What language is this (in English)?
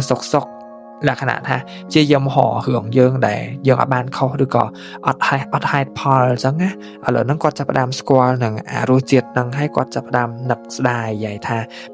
Khmer